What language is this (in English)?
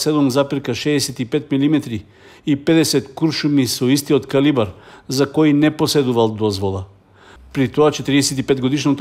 Macedonian